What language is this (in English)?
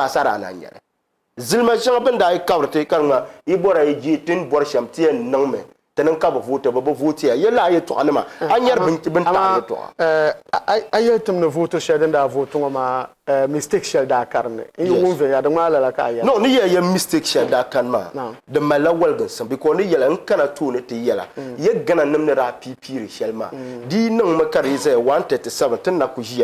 Dagbani